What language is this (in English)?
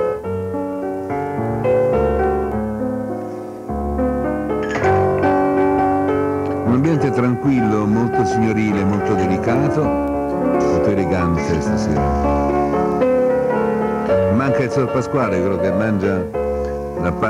Italian